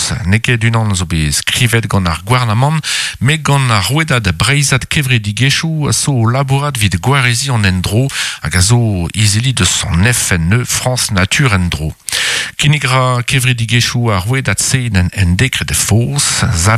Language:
Breton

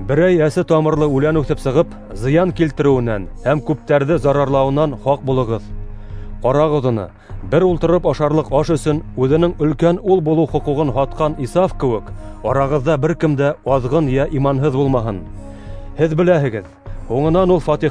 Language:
Bashkir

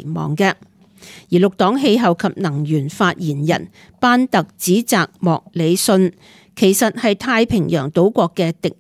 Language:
Cantonese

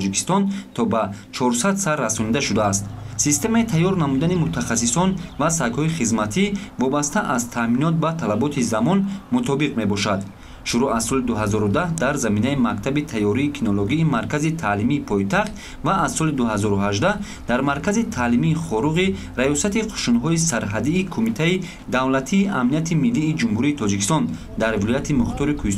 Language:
Tajik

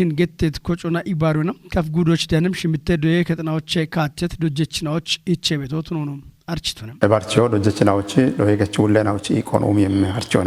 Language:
Kafa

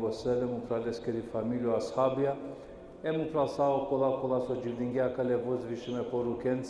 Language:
Balkan Romani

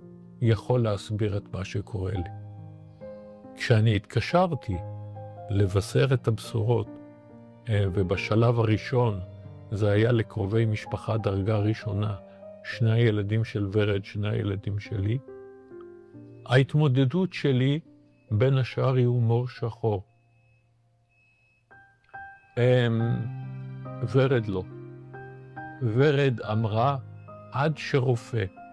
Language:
Hebrew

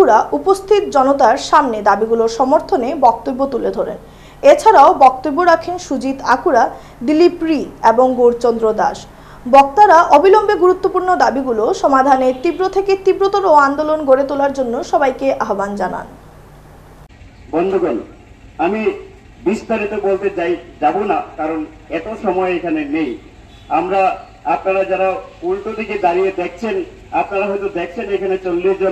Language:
Bangla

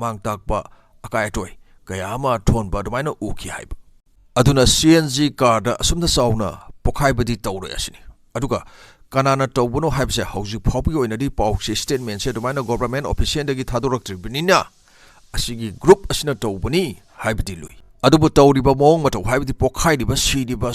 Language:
Manipuri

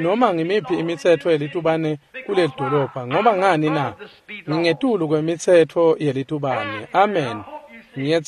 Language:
Swati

